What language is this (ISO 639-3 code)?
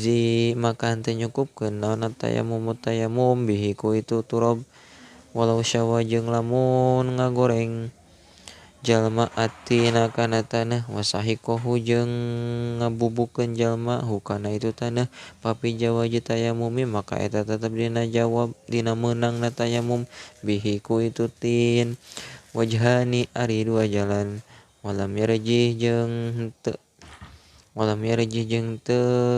sun